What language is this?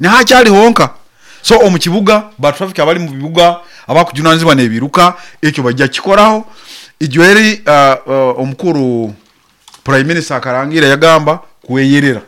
Nyoro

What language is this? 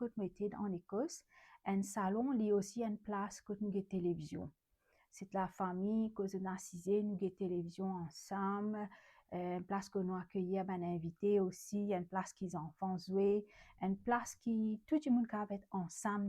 Morisyen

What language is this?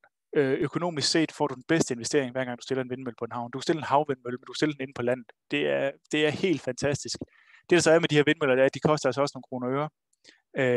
Danish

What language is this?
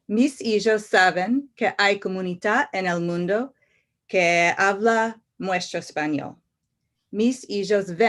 Ladino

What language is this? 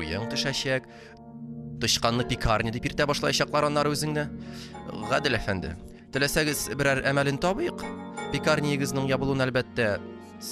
Tatar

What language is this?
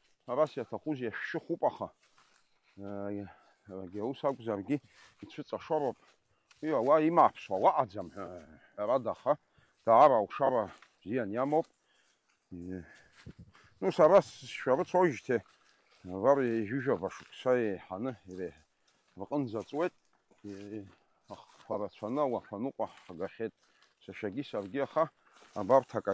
Abkhazian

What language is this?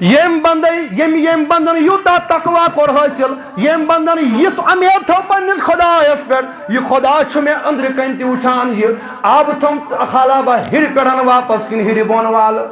Kashmiri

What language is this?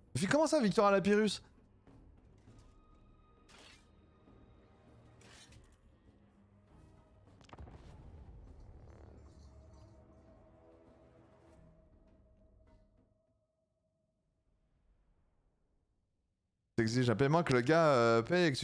French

